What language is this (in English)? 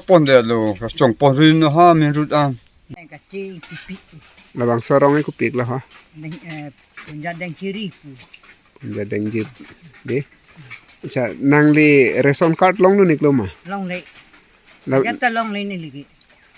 Karbi